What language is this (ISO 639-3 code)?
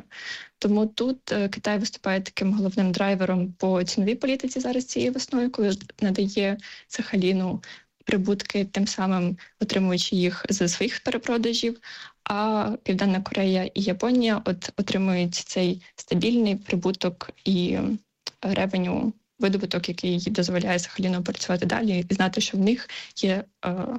ukr